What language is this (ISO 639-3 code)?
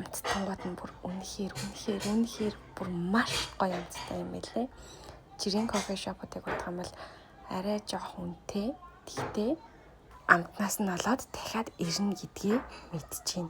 mon